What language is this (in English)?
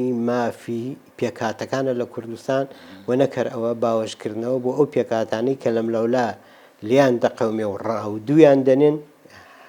Central Kurdish